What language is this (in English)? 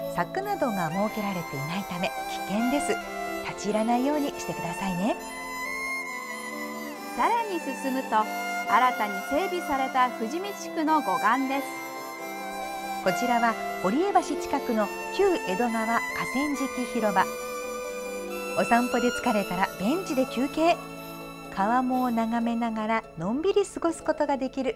Japanese